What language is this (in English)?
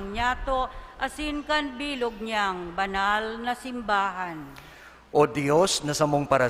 Bikol